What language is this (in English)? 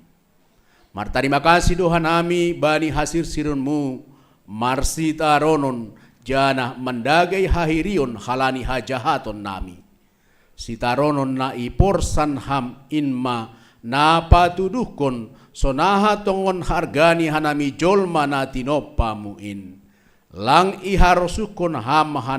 Batak Simalungun